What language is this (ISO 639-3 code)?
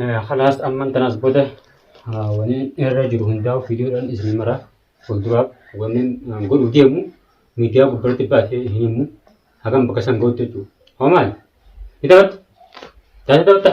orm